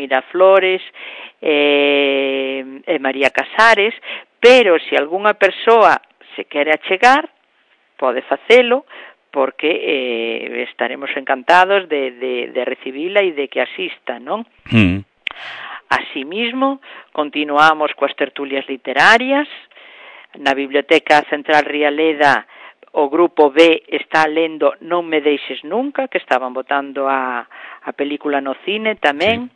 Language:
Galician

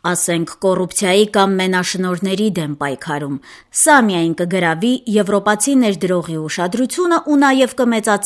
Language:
Armenian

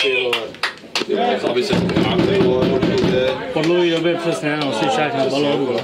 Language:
Czech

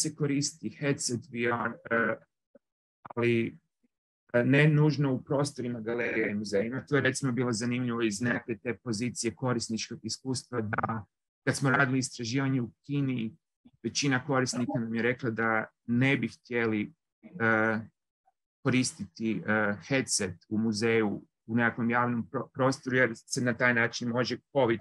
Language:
Croatian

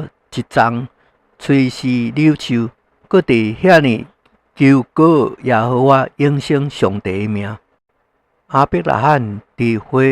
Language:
Min Nan Chinese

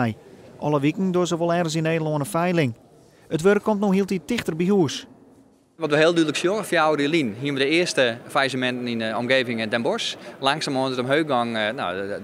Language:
Western Frisian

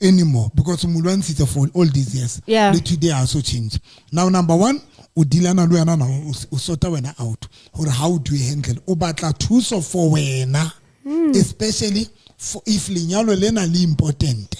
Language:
Southern Sotho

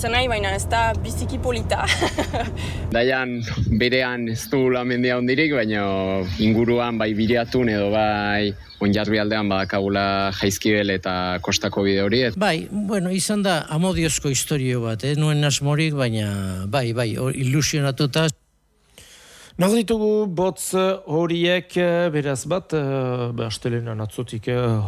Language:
Basque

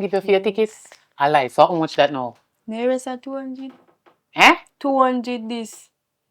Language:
Jamaican Creole English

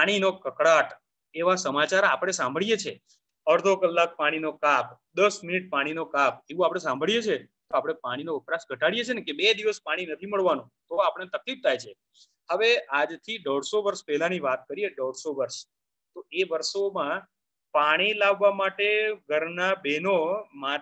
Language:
Gujarati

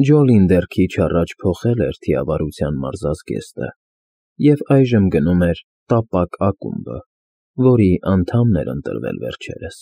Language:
Armenian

